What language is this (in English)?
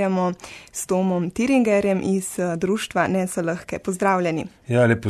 Slovenian